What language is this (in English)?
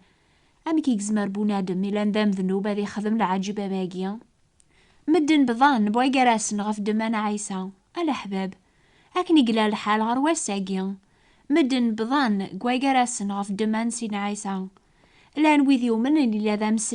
Kabyle